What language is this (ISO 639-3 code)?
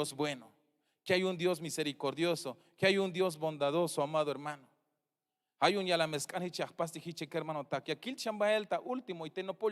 tzh